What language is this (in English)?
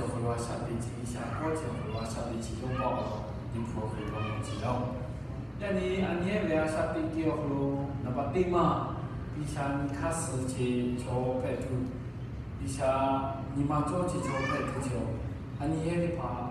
Lahu